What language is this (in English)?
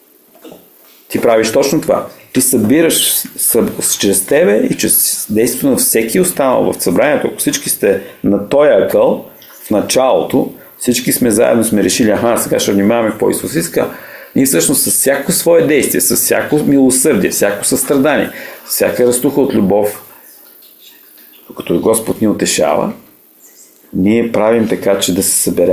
Bulgarian